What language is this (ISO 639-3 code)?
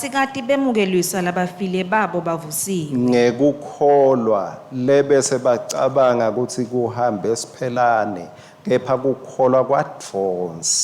ssw